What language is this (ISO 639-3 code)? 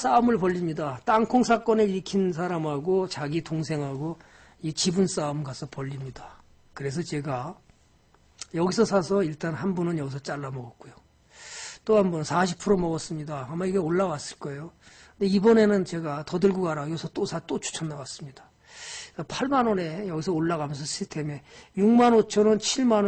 kor